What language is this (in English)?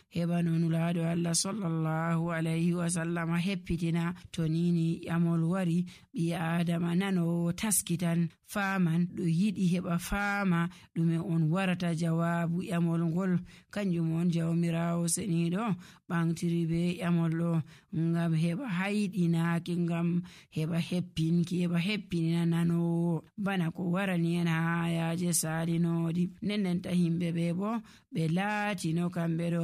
Nigerian Fulfulde